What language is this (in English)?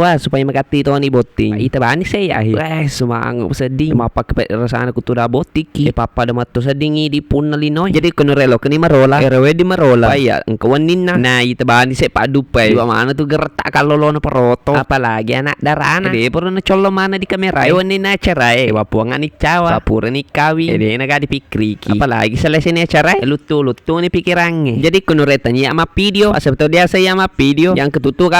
Buginese